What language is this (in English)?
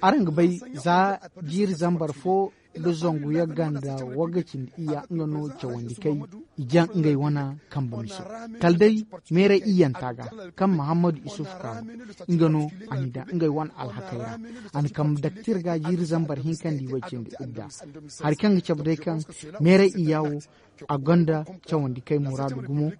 Zarma